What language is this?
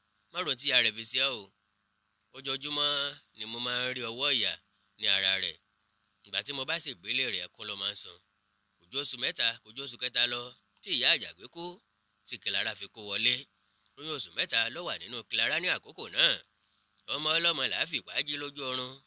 Yoruba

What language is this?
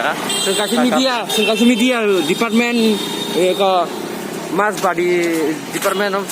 Kok Borok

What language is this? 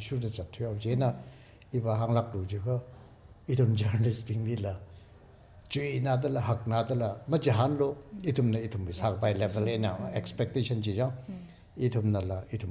Tangkhul Naga (India)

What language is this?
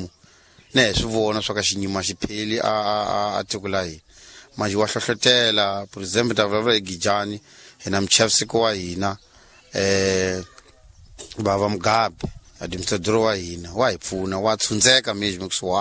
Tsonga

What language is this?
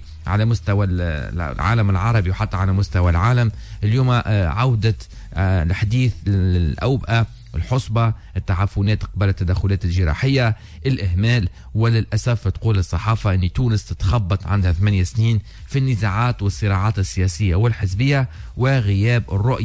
Tunisian Arabic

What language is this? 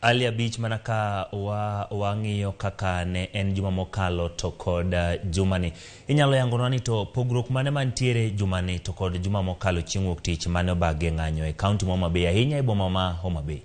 Luo (Kenya and Tanzania)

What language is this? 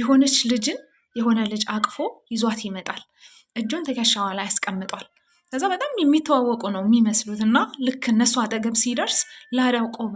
Amharic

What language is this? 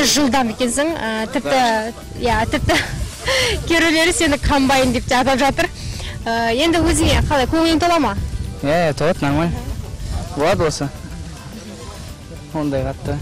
Kazakh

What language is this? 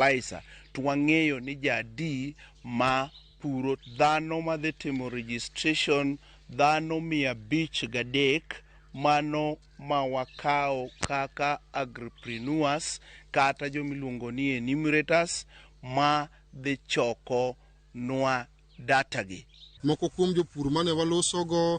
Luo (Kenya and Tanzania)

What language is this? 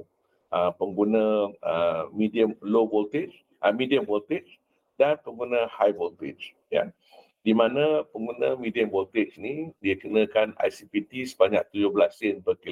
Malay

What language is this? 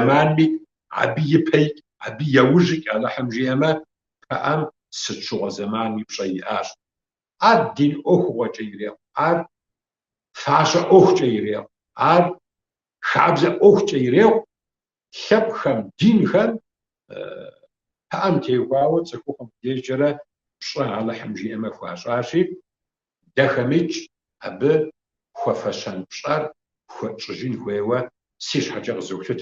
Kabardian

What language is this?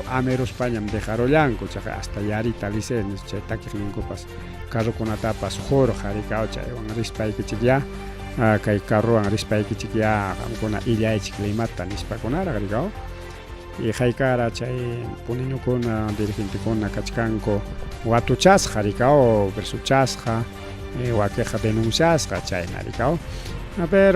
Ayacucho Quechua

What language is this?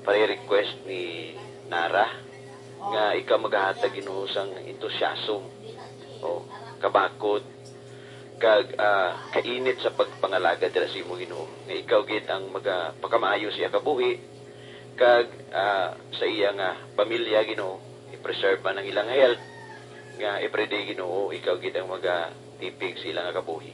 Hiligaynon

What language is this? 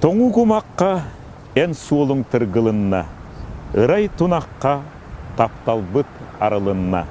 Yakut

